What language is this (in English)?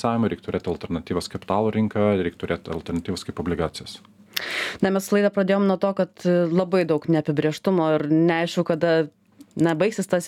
Lithuanian